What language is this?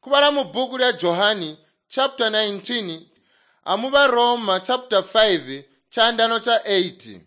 Tonga (Zambia)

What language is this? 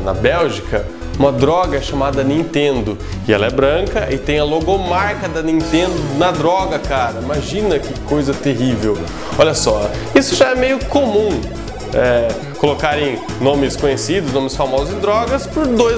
Portuguese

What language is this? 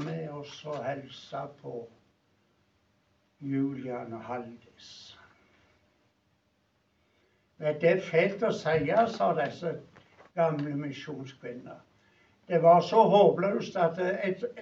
Norwegian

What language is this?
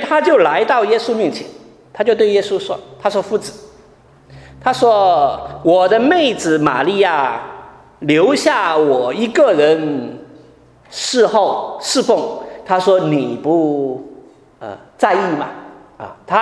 Chinese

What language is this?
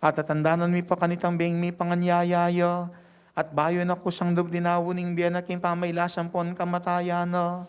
Pampanga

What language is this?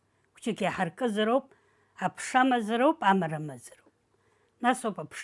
Abkhazian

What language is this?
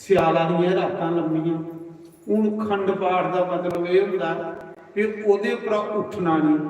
Dogri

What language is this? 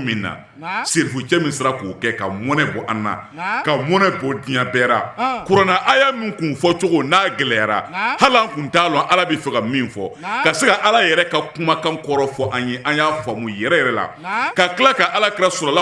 Bambara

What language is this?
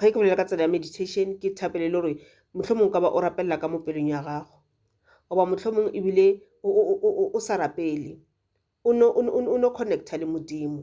Northern Sotho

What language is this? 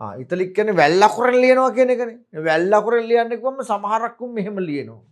Sinhala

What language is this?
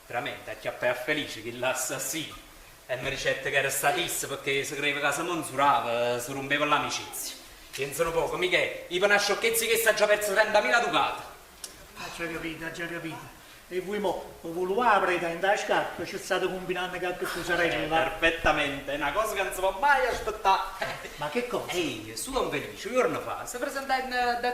Neapolitan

